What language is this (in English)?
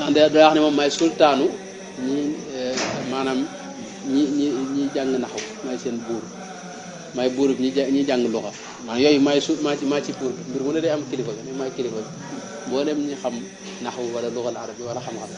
Wolof